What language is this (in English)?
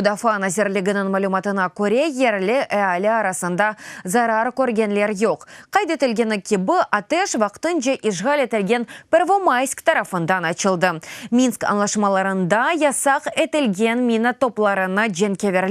Crimean Tatar